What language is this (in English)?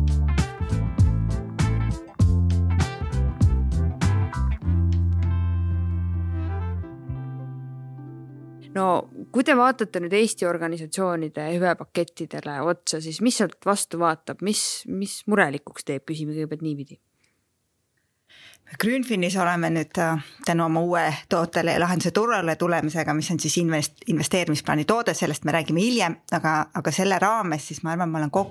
Estonian